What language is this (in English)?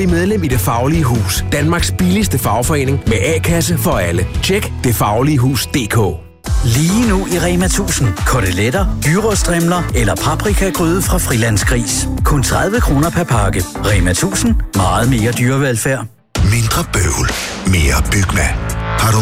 Danish